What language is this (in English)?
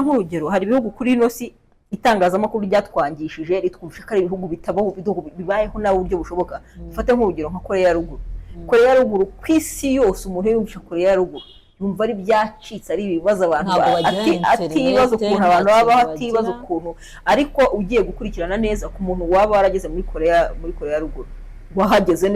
Kinyarwanda